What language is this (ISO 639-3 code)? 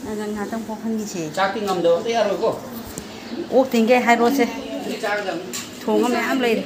mni